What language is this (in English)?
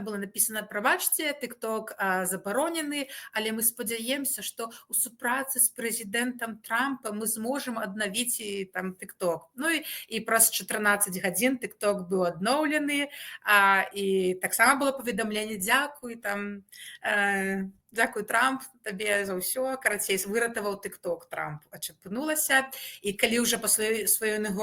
Belarusian